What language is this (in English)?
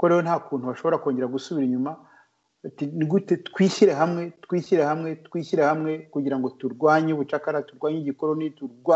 Kinyarwanda